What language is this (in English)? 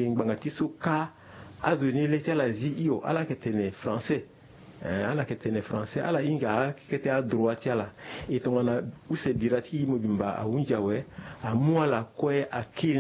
Sango